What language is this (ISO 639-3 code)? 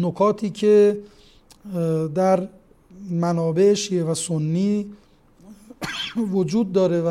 fas